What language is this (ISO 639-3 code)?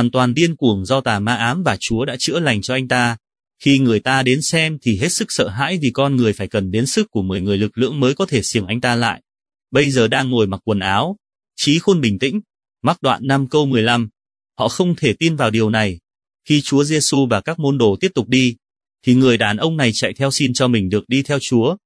vie